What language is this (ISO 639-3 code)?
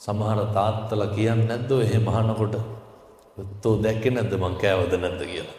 sin